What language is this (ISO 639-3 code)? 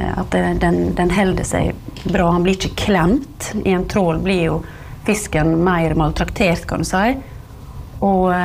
nor